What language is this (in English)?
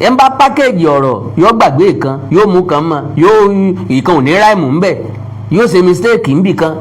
Yoruba